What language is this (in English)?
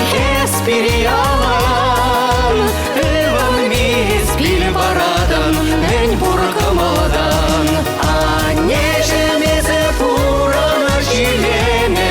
Chuvash